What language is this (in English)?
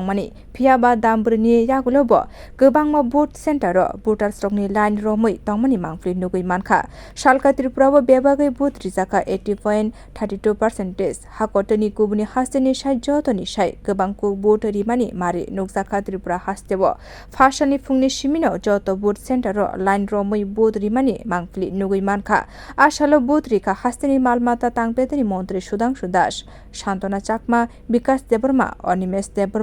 Kok Borok